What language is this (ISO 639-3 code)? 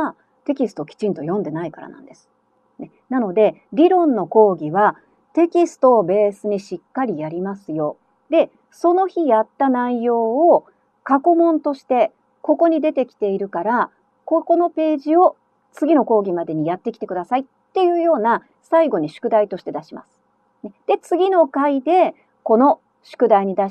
jpn